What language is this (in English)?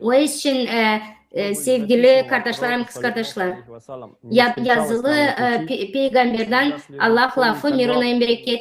Gagauz